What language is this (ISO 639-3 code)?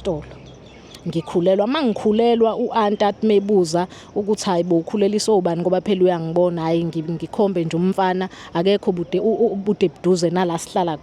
zul